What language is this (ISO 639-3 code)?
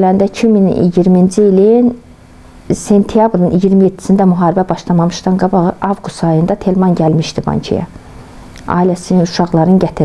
aze